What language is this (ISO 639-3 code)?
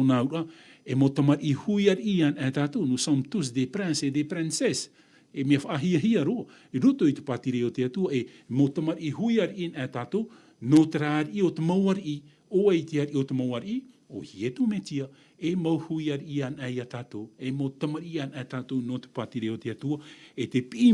tah